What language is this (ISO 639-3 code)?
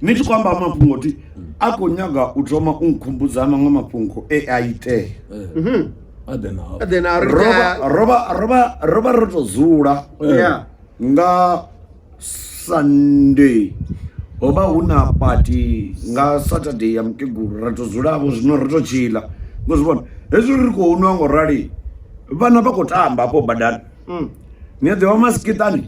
ven